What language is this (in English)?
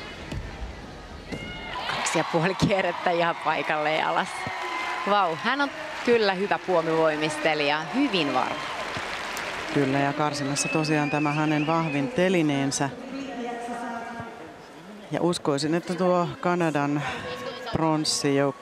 Finnish